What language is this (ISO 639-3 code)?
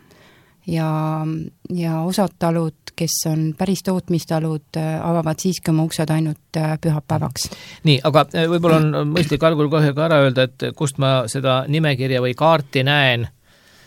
est